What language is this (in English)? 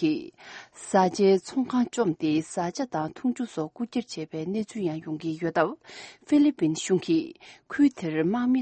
Tibetan